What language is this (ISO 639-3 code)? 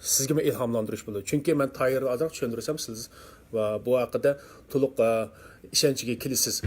uig